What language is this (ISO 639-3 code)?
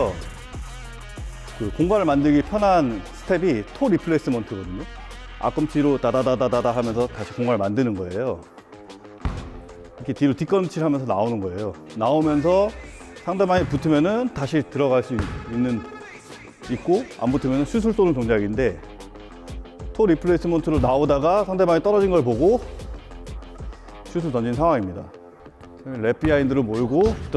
kor